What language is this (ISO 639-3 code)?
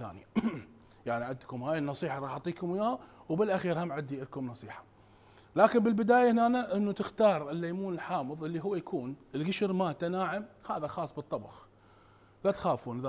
acm